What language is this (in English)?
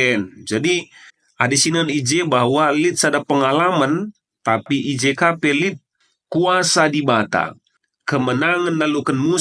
Batak Karo